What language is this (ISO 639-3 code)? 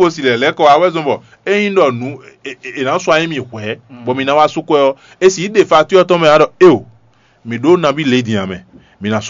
fon